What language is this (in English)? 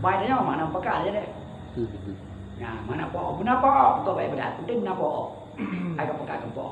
Achinese